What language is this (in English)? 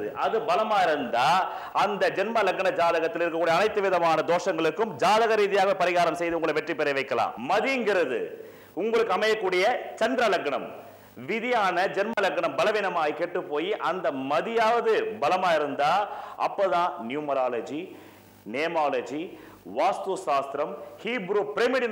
Tamil